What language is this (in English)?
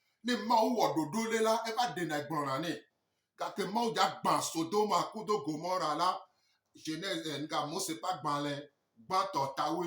Gen